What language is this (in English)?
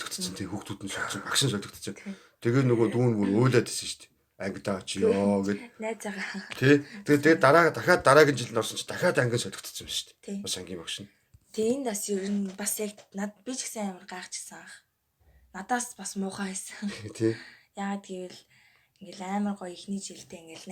Mongolian